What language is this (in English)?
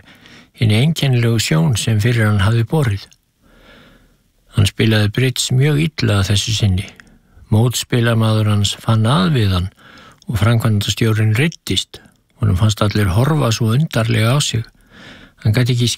Icelandic